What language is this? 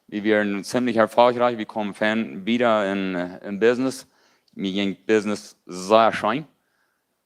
Plautdietsch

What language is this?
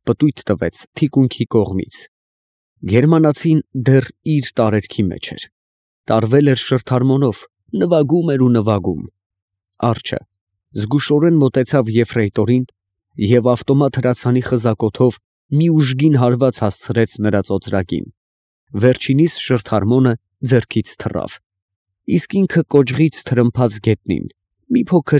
Armenian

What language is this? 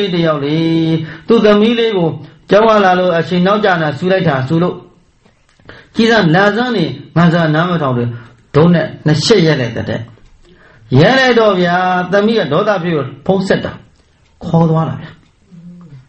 Burmese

